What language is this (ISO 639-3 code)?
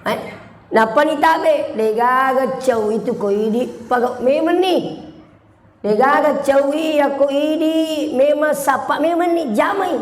bug